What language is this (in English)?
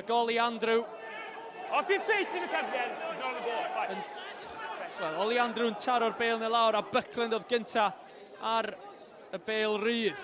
Welsh